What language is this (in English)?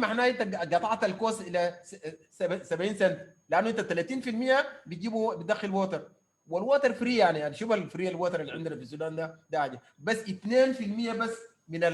Sudanese Arabic